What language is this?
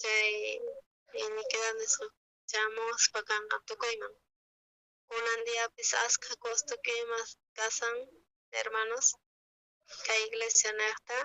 South Bolivian Quechua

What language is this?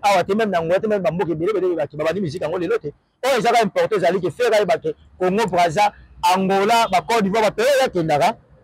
Lingala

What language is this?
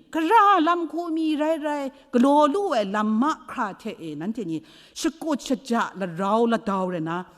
Kachin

